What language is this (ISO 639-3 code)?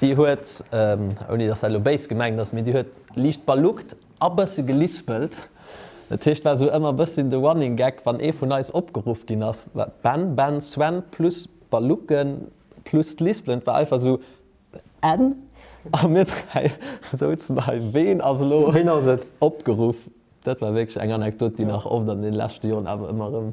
ltz